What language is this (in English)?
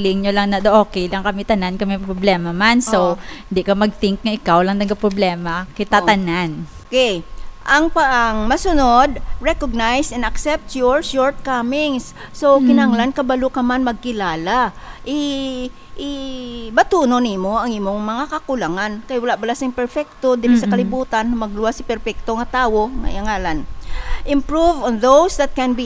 Hiligaynon